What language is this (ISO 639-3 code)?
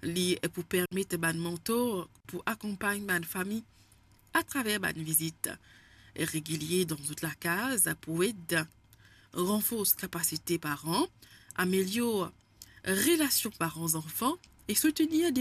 mfe